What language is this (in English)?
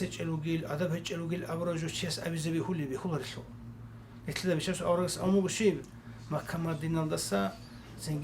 Avaric